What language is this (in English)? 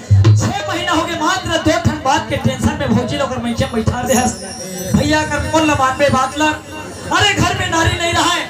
Chhattisgarhi